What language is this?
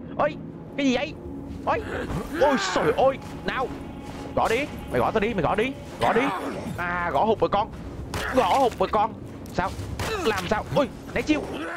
Vietnamese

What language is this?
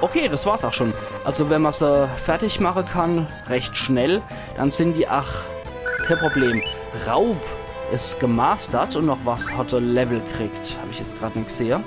Palatine German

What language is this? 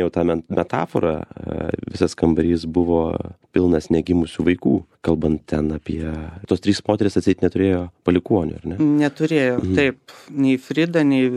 Lithuanian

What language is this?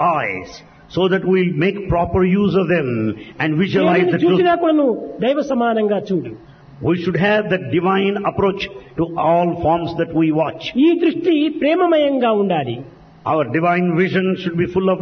Telugu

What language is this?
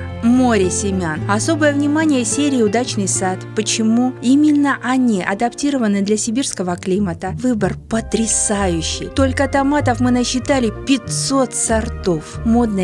Russian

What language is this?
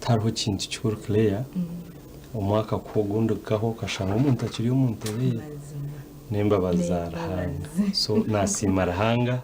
Nyankole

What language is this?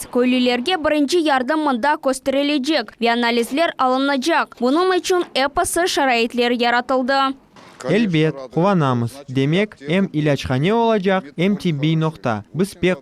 Crimean Tatar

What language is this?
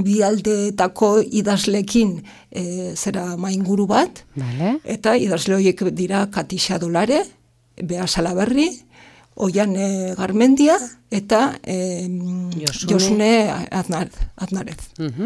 Basque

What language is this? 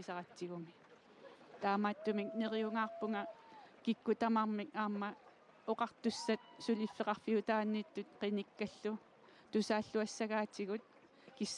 Kalaallisut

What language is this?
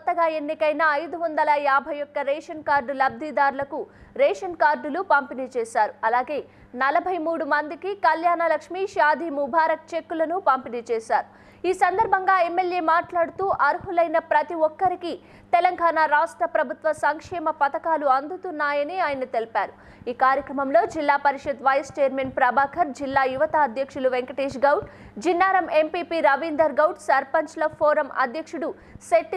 Telugu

